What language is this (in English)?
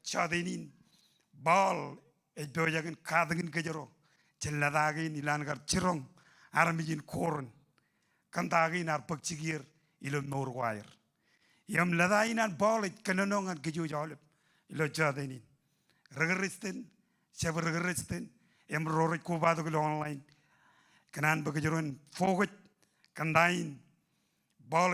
Marshallese